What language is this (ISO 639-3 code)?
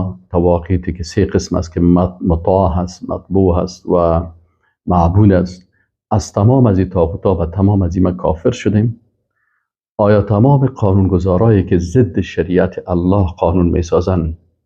fas